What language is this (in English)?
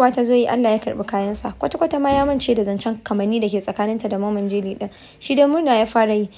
Hausa